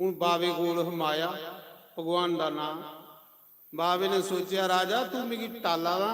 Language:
Dogri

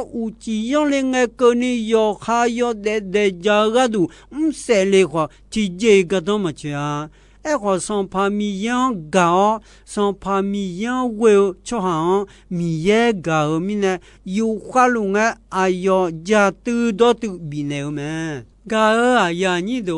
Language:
Akha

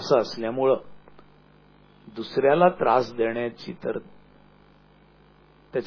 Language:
Marathi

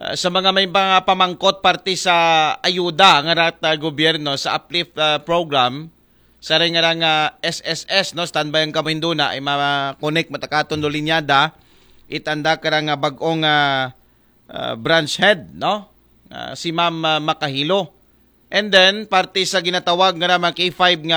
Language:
Aklanon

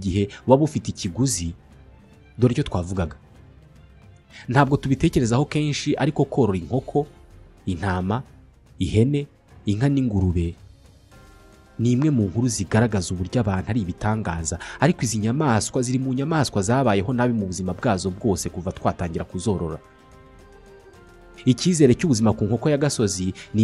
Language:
Kinyarwanda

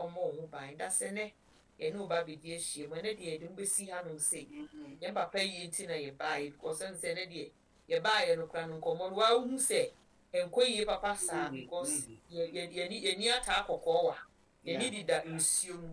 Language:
Akan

